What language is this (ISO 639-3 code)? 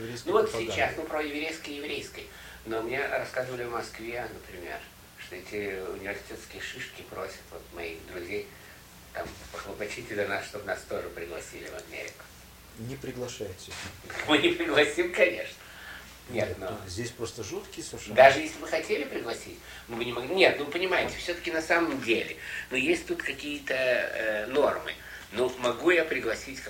rus